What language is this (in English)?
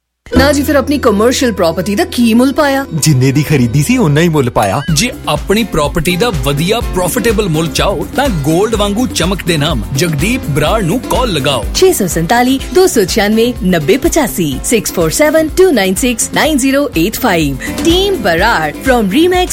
Punjabi